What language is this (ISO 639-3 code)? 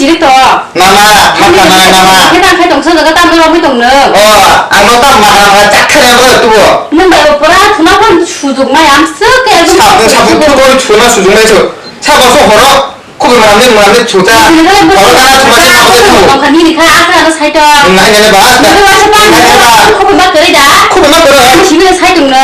trp